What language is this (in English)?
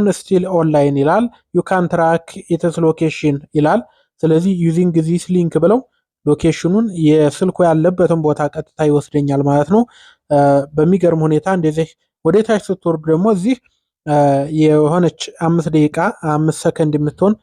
Amharic